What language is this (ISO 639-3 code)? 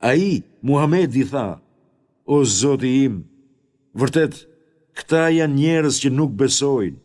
sqi